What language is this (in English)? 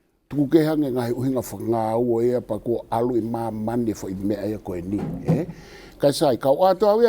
Tongan